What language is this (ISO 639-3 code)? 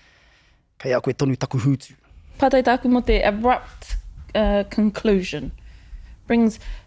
mri